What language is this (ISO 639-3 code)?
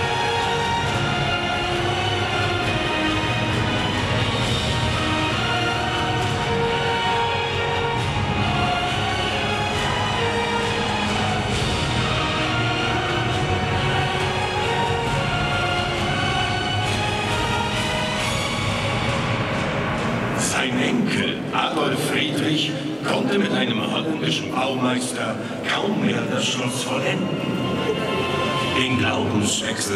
deu